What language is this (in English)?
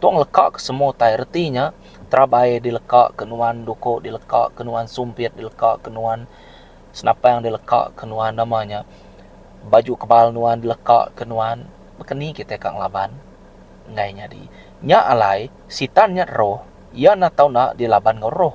Iban